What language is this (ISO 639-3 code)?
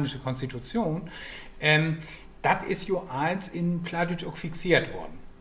nds